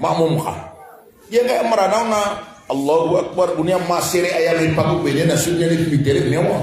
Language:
Maranao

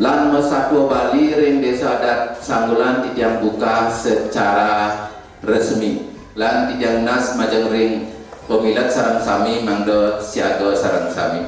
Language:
Balinese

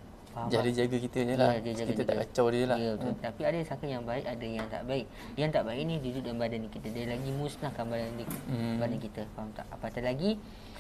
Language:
Malay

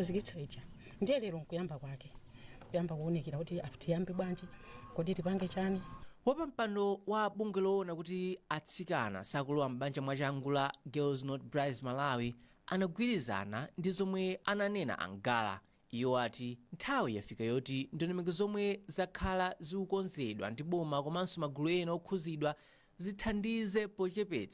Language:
Nyanja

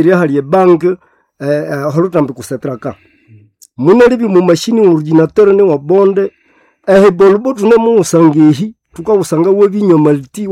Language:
Nande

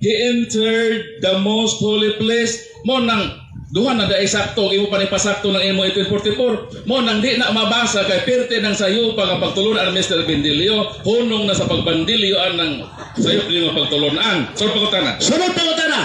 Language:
Cebuano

